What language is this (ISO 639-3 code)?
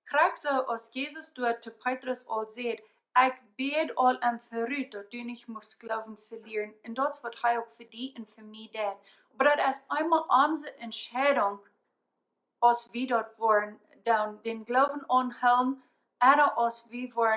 pdt